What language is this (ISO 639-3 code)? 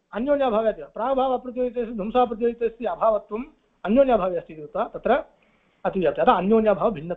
san